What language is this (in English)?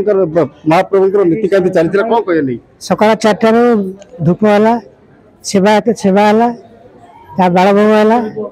Odia